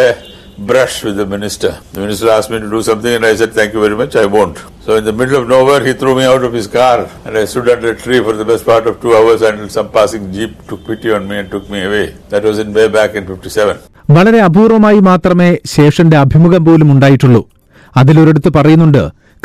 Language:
Malayalam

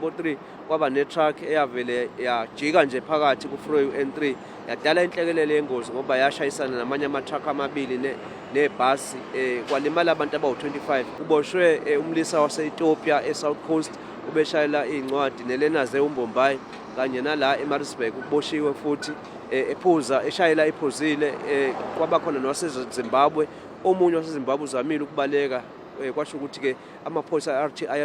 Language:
Zulu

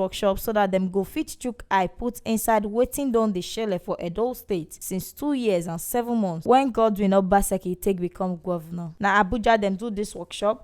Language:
Nigerian Pidgin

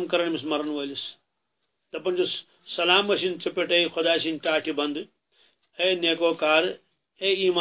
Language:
Kashmiri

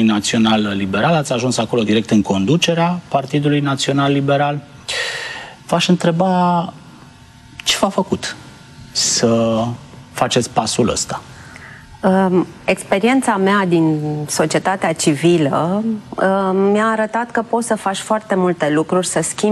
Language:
Romanian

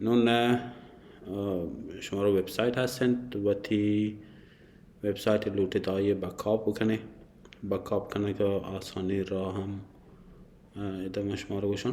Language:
Baluchi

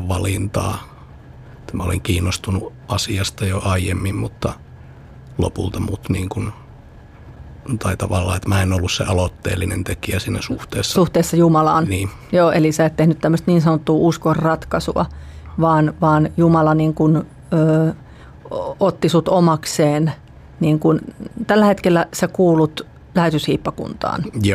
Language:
Finnish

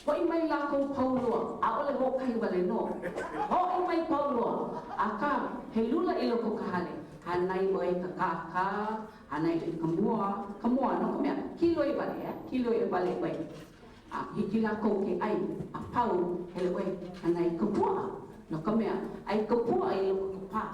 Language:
Hawaiian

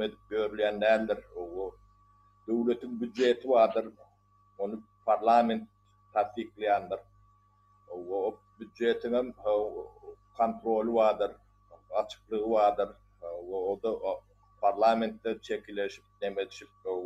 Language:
Turkmen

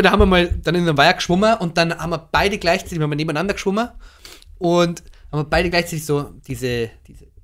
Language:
Bavarian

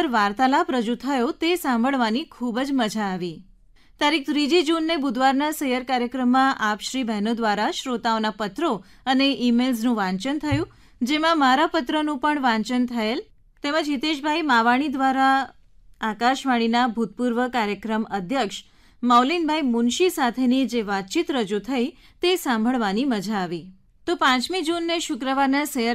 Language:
Gujarati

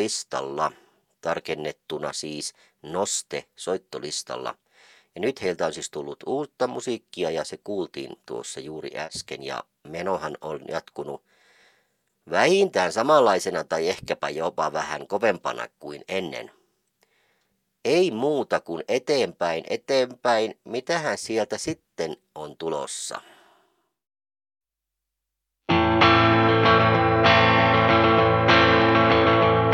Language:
Finnish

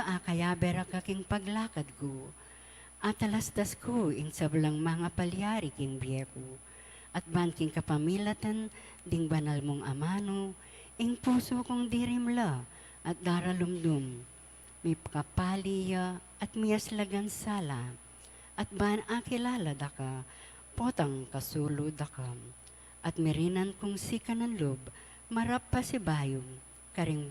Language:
Pampanga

